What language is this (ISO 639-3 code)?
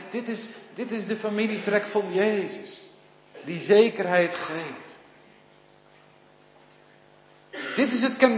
nld